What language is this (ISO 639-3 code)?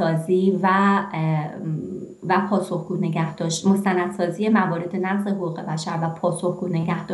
fas